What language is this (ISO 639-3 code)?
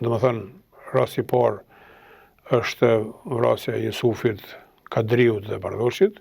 sqi